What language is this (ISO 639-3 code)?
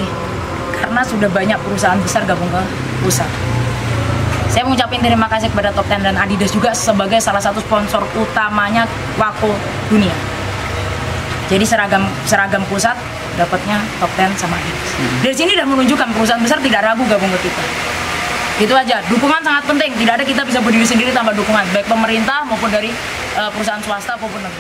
ind